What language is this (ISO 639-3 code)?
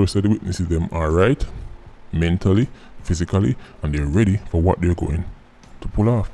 jam